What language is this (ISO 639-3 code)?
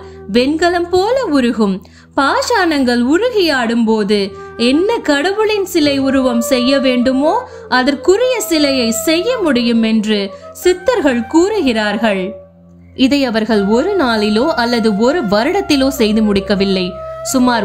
tam